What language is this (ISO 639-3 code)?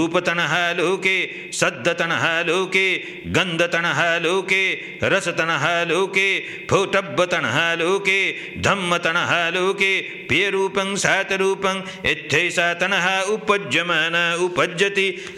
pli